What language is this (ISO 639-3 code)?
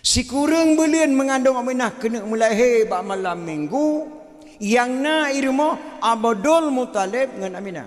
ace